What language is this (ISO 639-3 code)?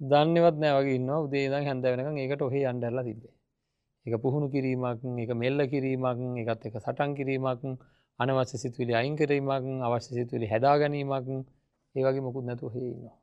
sin